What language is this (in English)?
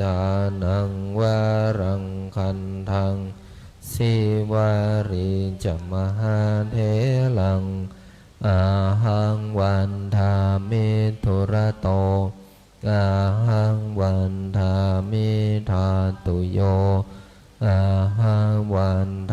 Pali